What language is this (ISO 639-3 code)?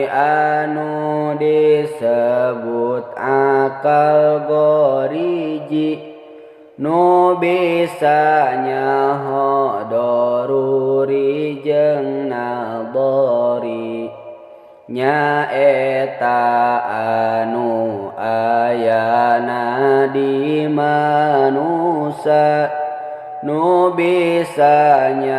sun